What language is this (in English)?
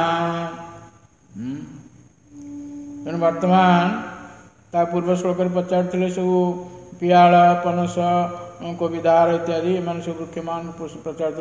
Odia